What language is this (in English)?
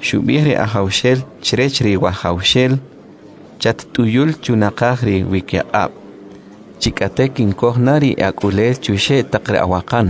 Kʼicheʼ